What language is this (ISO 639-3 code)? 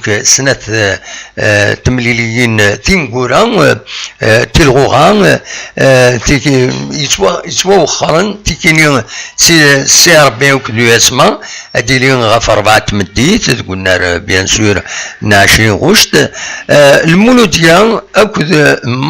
kab